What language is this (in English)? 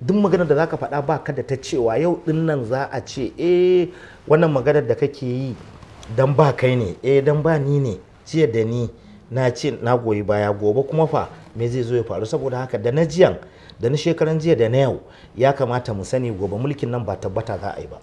Hausa